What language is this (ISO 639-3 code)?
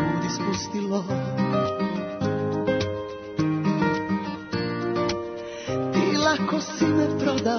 srp